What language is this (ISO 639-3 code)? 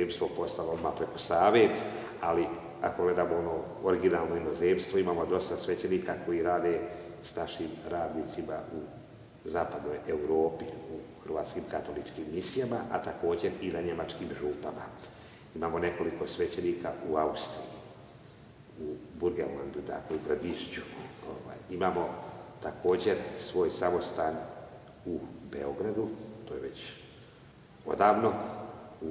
hrv